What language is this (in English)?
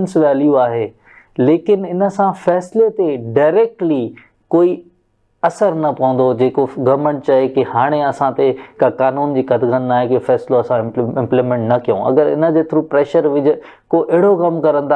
Sindhi